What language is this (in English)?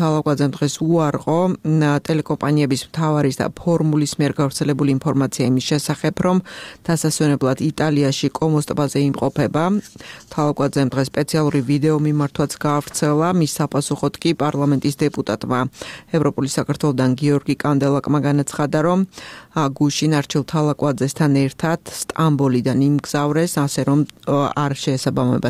Georgian